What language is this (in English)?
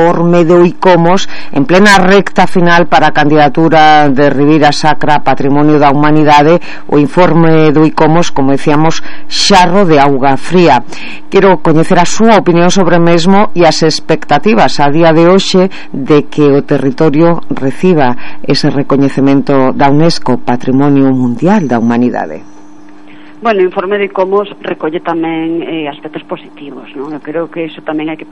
Galician